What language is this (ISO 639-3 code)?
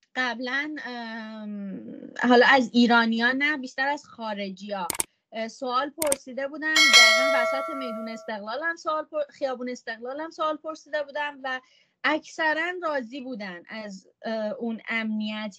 fas